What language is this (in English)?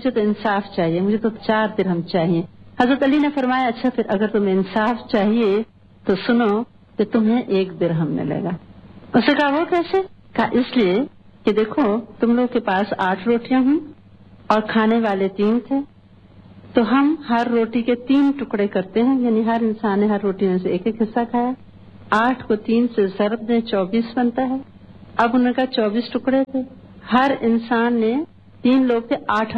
Urdu